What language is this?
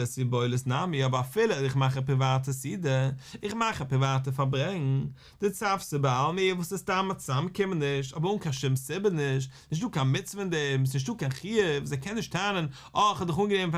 Yiddish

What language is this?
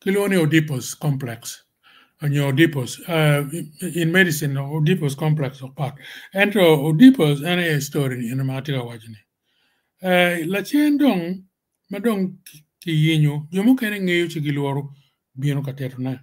Acoli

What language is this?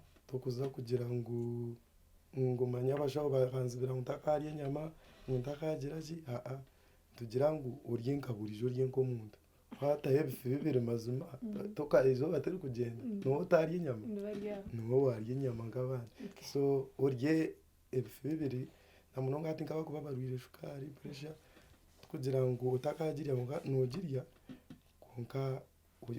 Nyankole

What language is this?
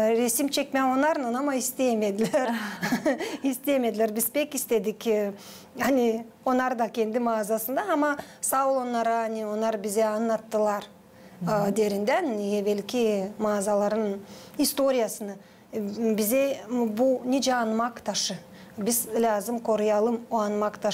Gagauz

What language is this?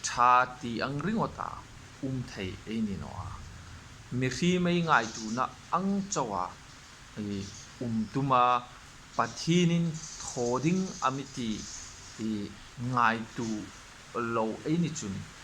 Hmar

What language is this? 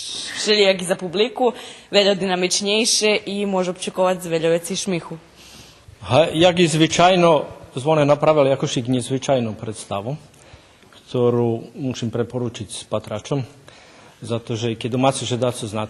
Rusyn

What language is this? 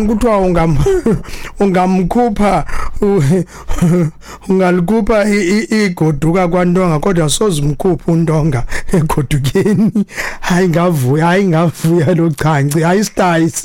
Xhosa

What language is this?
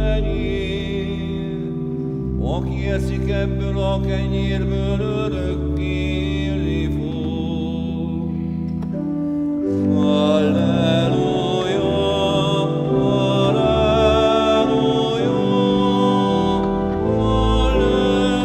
Hungarian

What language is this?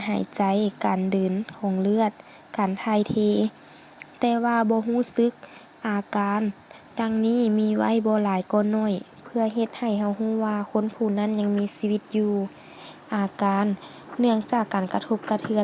Lao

